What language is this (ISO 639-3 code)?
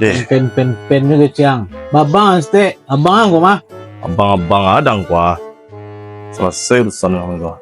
min